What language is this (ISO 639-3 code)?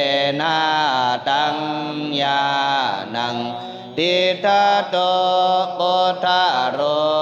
pli